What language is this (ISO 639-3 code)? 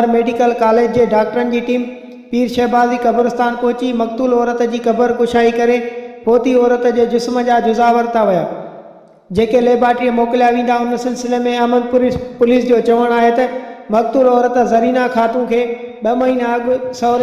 snd